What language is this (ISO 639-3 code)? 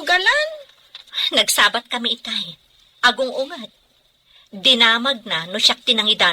ilo